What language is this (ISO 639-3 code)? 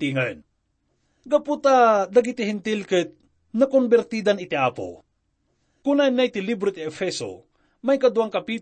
ilo